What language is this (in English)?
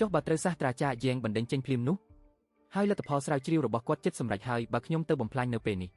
Khmer